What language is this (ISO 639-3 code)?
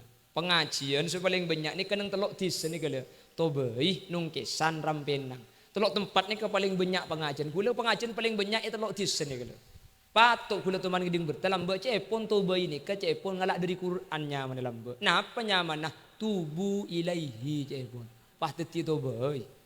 mad